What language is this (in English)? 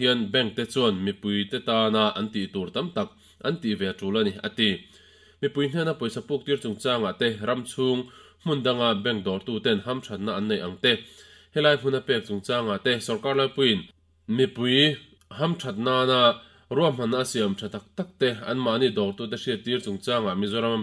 Mizo